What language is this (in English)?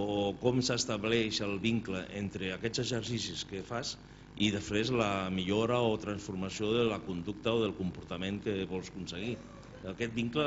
Catalan